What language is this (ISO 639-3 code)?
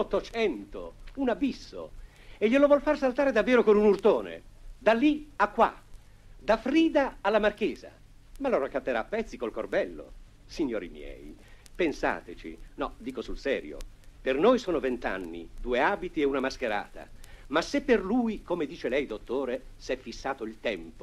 ita